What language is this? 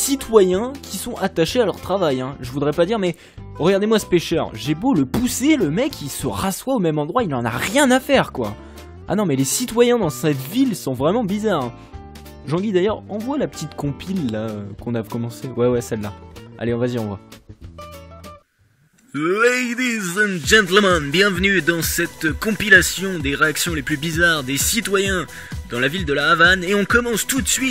French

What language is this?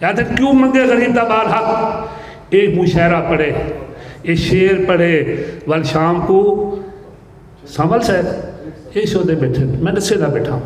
Saraiki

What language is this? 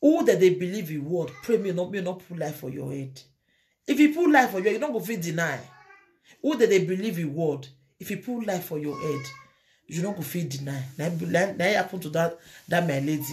Nigerian Pidgin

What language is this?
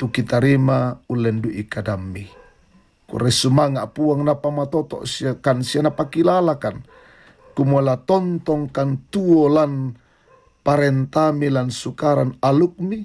Toraja-Sa'dan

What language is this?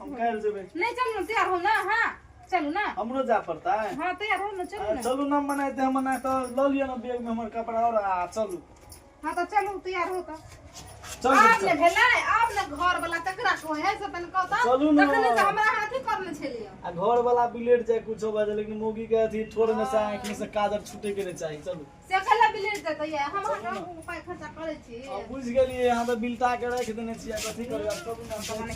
Maithili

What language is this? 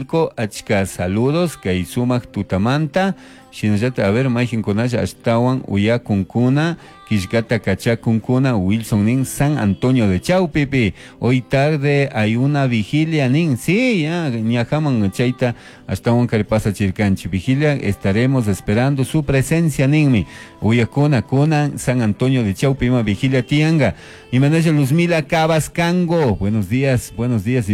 Chimborazo Highland Quichua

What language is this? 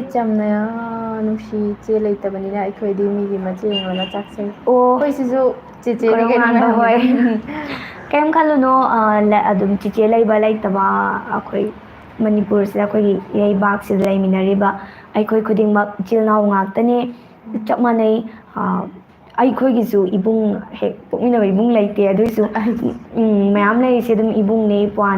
Manipuri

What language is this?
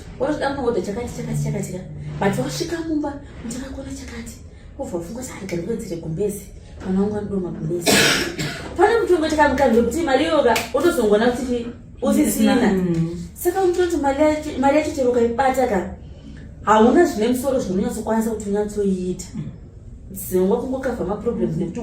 Shona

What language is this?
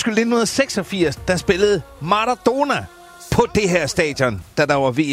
Danish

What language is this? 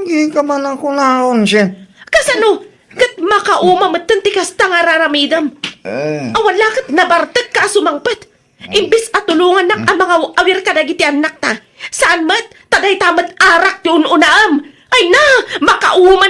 Iloko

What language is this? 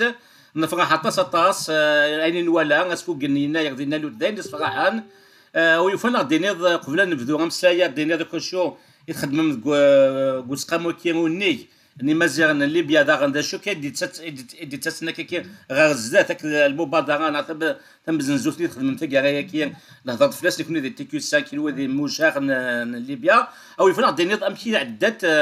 Kabyle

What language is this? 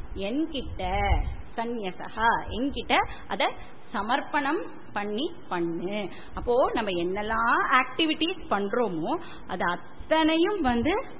Tamil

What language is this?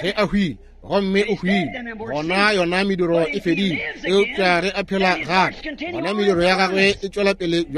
Northern Sotho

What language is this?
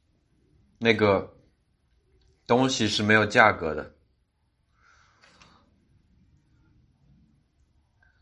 Chinese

